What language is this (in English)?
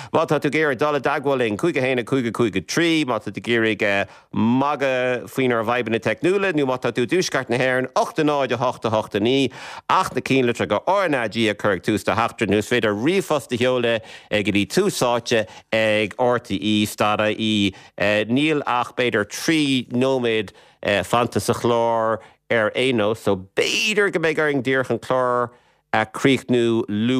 Irish